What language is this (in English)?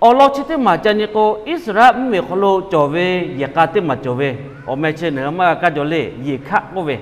Lahu